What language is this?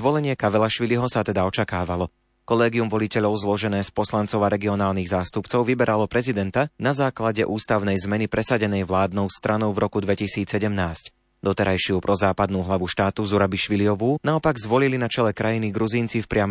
Slovak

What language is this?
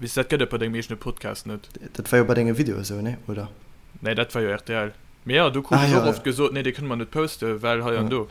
Luxembourgish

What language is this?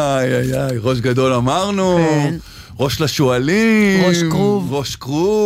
Hebrew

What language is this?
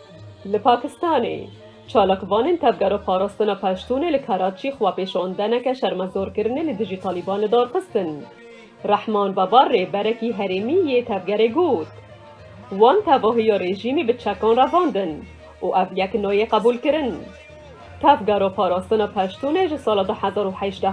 Kurdish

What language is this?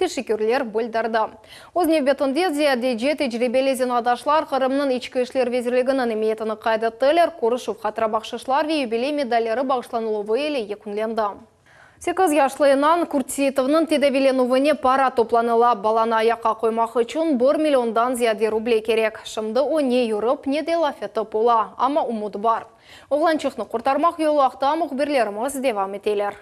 Crimean Tatar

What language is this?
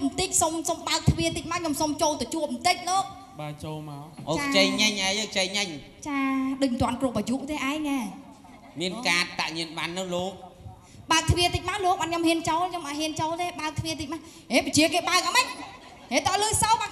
Khmer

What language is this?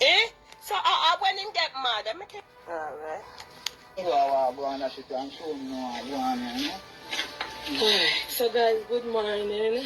Jamaican Creole English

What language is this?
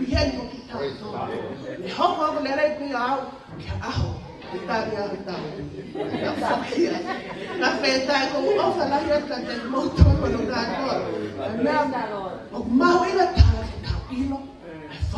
Tongan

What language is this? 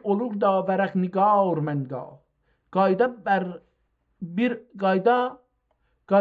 South Azerbaijani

